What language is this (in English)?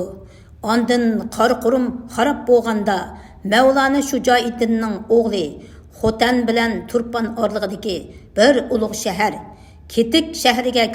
Uyghur